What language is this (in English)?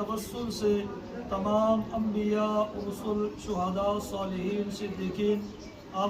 Pahari-Potwari